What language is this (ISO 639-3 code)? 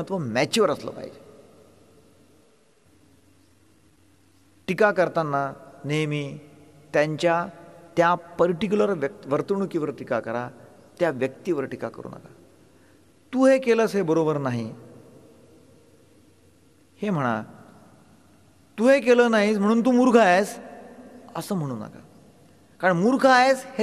mar